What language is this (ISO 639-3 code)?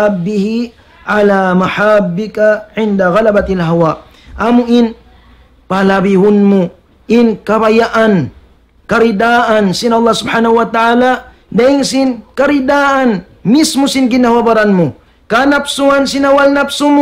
tsg